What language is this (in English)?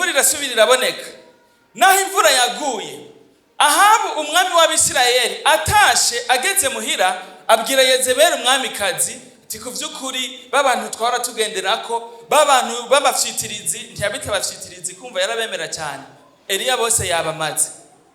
Rundi